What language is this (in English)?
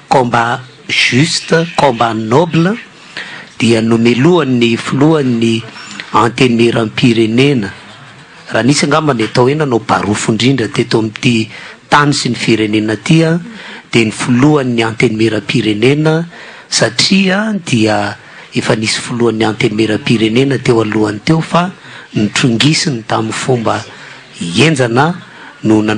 Malagasy